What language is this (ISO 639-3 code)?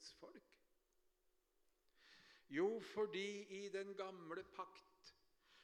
nor